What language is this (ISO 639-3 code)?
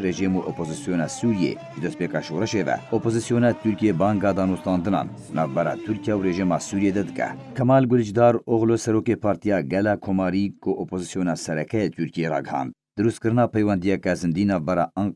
kur